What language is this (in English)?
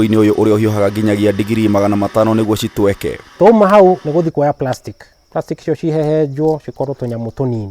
Kikuyu